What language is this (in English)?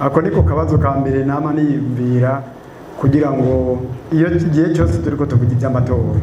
Rundi